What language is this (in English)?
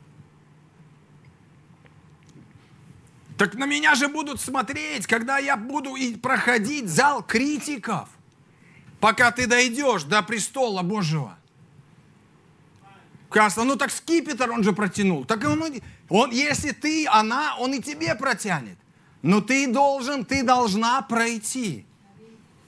Russian